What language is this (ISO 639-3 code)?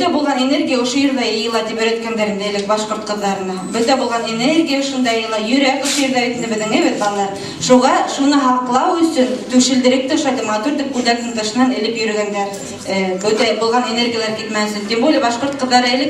bak